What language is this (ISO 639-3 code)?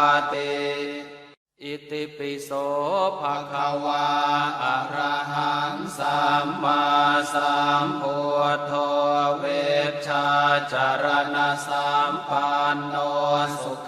pli